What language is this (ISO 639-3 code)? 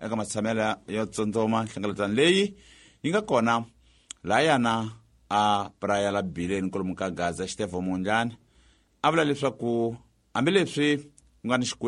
tso